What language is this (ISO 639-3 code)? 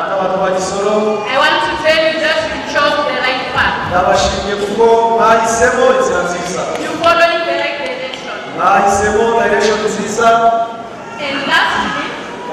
kin